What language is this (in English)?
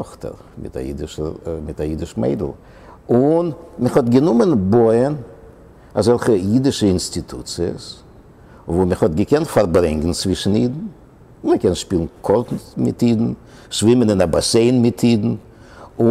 Yiddish